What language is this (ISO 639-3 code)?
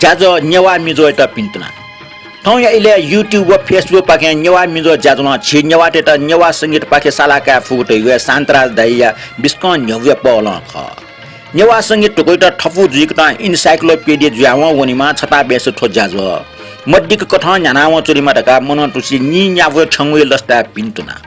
new